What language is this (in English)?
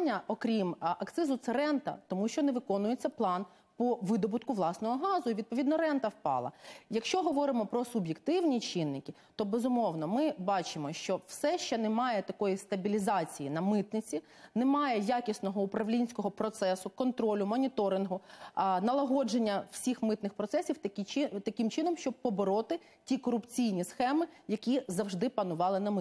Ukrainian